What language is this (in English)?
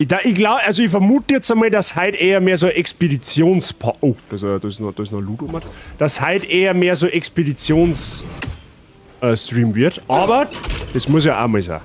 Bavarian